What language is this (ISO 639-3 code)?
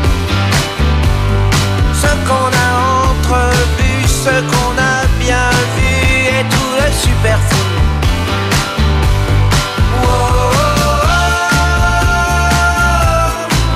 fra